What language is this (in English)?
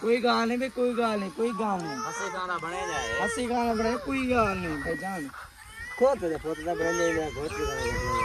Saraiki